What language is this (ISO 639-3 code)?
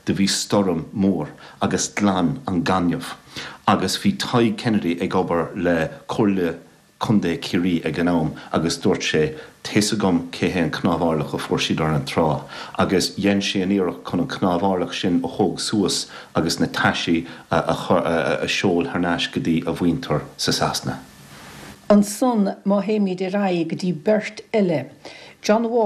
gle